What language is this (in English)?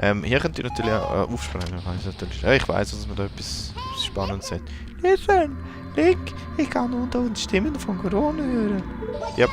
Swiss German